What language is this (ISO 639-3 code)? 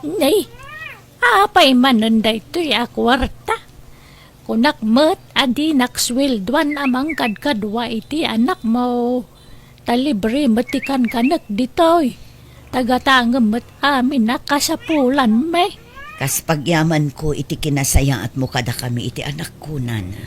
ilo